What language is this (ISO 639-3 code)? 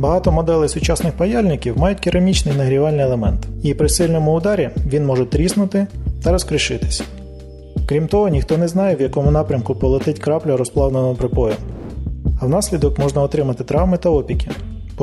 ukr